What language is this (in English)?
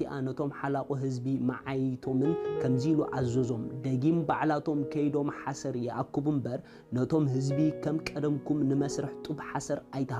Tigrinya